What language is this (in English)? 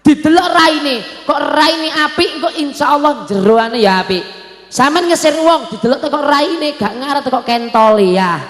Javanese